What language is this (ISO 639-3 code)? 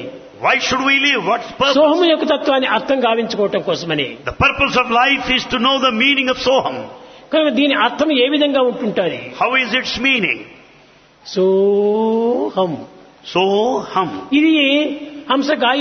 tel